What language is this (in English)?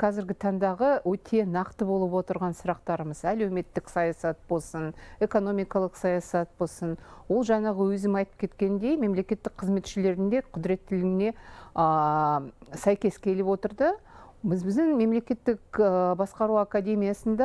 Kazakh